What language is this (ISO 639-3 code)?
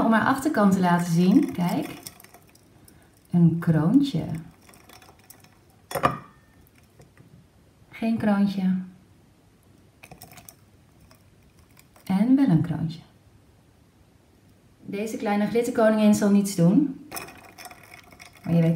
nld